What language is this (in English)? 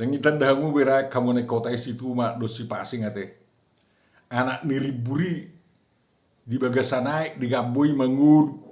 Batak Toba